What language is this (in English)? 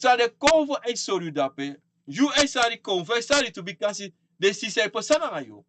Sranan Tongo